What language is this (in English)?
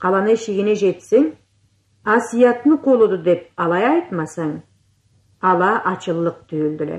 Karachay-Balkar